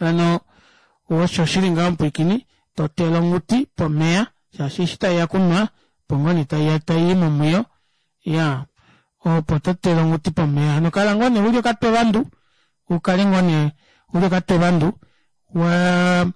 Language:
Kuanyama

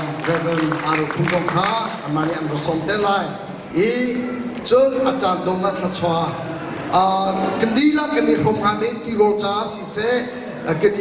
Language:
Hakha Chin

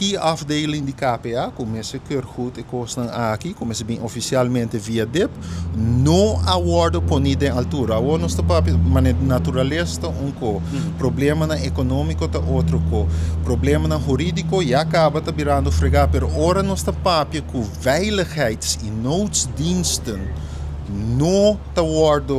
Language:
Papiamento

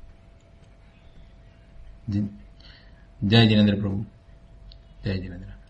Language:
Gujarati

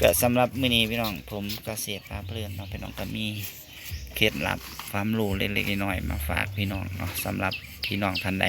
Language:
Northeastern Thai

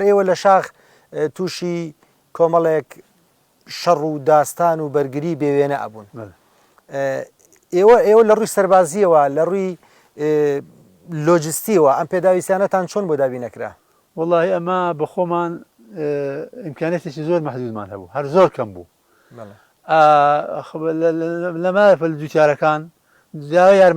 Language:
Central Kurdish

